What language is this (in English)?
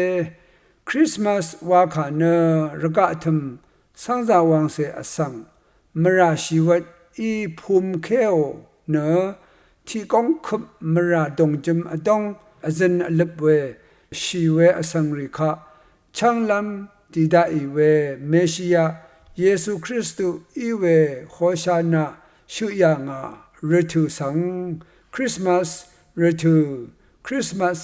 Rawang